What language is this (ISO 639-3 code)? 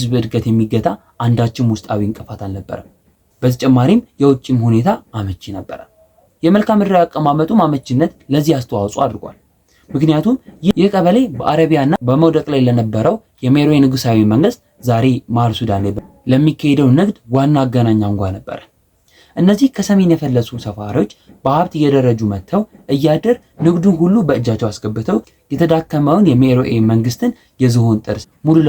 amh